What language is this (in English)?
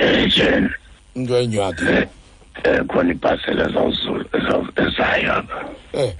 Xhosa